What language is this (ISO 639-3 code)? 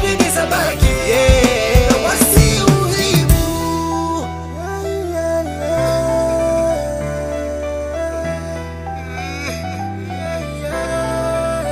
swa